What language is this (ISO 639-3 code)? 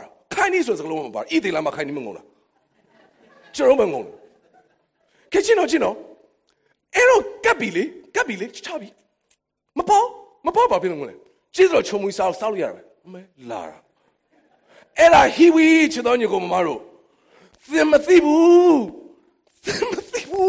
mya